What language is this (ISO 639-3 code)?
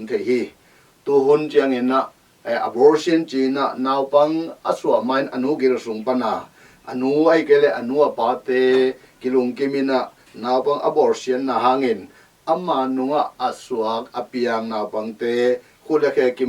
ctd